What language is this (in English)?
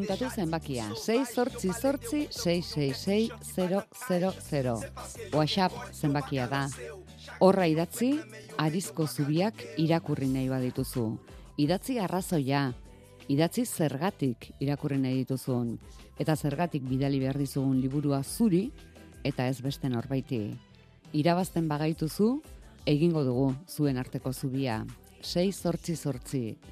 Basque